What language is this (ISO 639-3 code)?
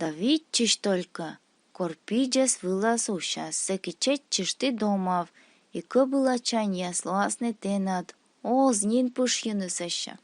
kom